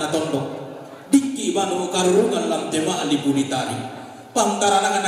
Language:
Toraja-Sa'dan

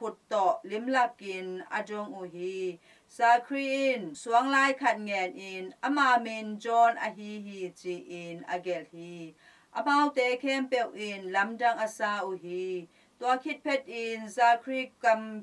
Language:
Tedim Chin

